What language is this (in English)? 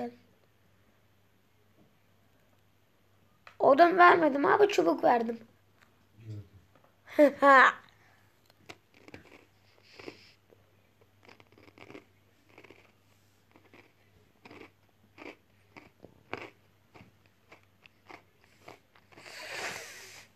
Turkish